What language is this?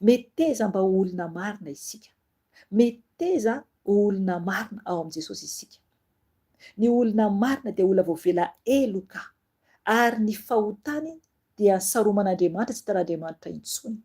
Malagasy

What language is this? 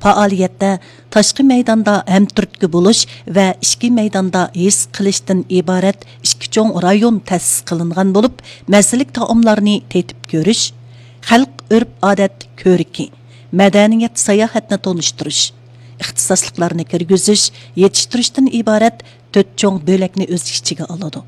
Uyghur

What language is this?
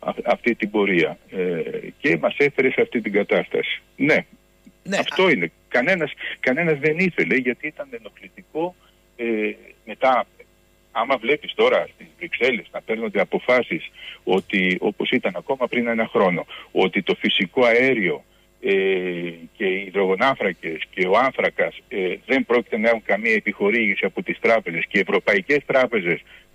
Greek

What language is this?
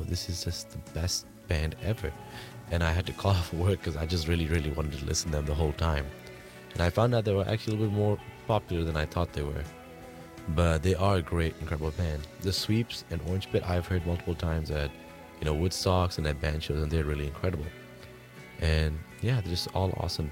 English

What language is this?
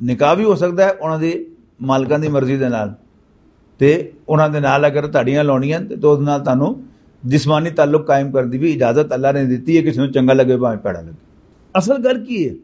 Western Panjabi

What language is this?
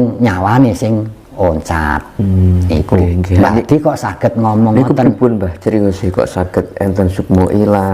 Javanese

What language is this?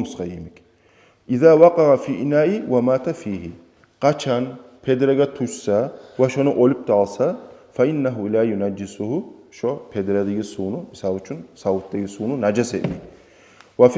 Kumyk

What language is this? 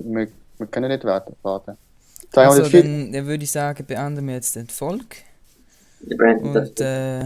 Swiss German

